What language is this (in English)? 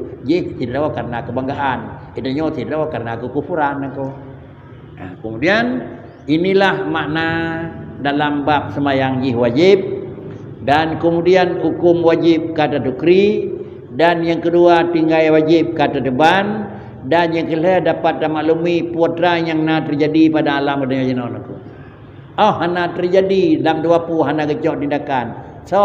Achinese